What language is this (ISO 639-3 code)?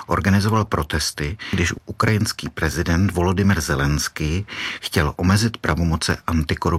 ces